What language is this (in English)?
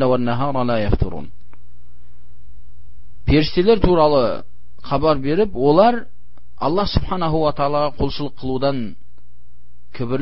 Kazakh